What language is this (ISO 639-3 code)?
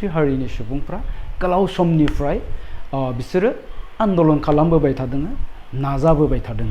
brx